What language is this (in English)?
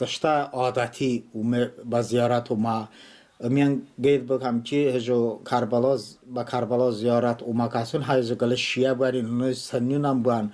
Talysh